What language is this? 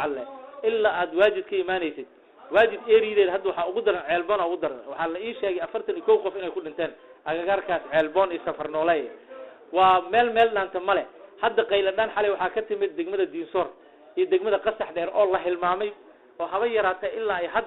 Somali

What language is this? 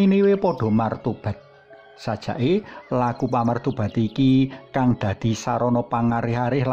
Javanese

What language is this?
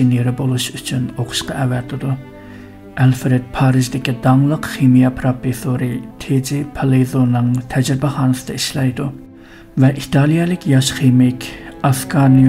Uyghur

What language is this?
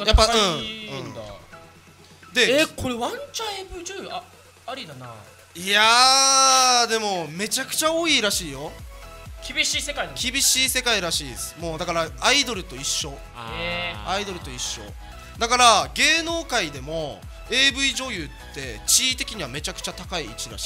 Japanese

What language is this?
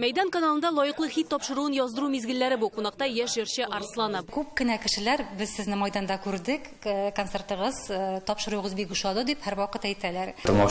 Tatar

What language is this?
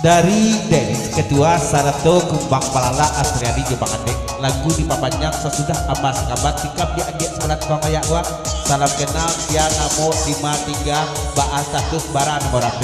Minangkabau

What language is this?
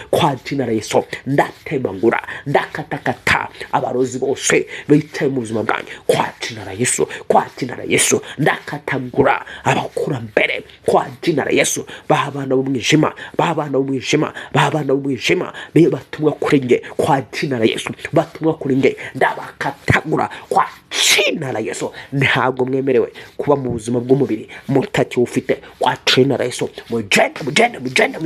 Kinyarwanda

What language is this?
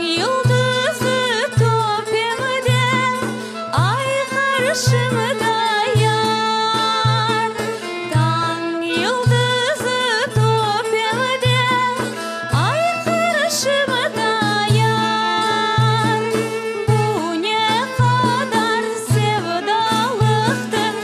Crimean Tatar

